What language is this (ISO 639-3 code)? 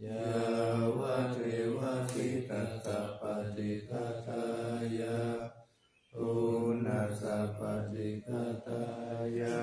pli